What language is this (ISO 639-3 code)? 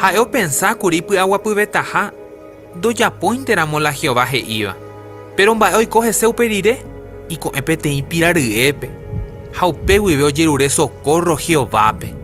grn